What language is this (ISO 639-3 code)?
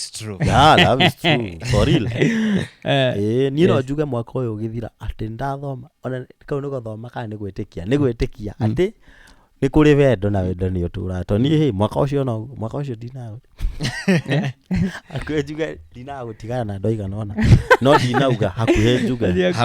kik